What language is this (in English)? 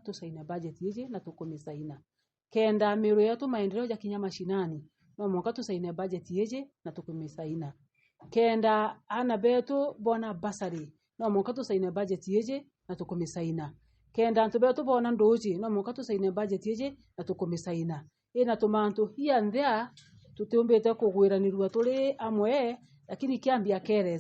Meru